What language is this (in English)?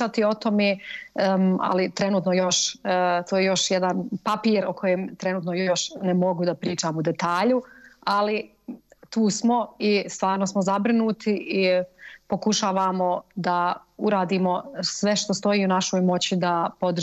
Bosnian